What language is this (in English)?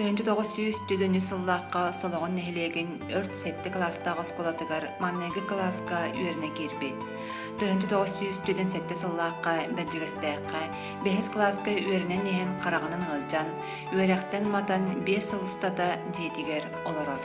Yakut